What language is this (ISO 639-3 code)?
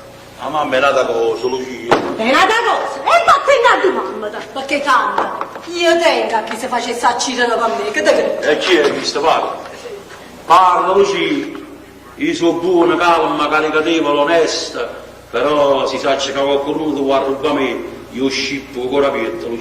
nap